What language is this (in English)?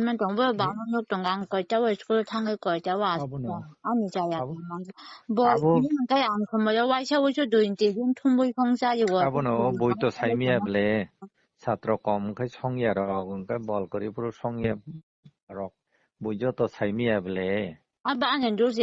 Kok Borok